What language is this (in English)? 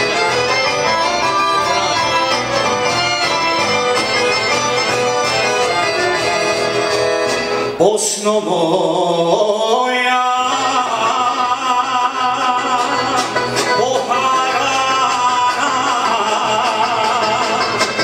Croatian